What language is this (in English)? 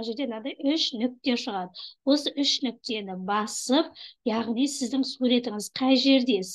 Kazakh